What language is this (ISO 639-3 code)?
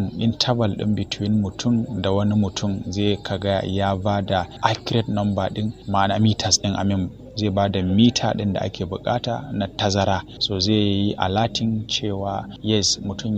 hau